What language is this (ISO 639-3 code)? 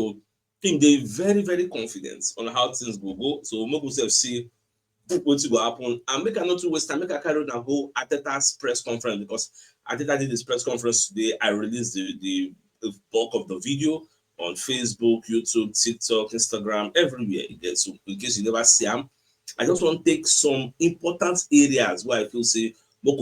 pcm